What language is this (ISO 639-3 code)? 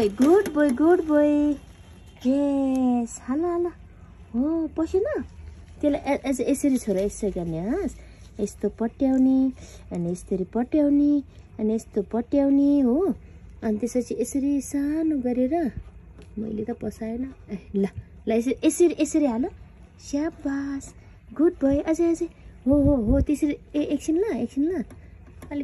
nep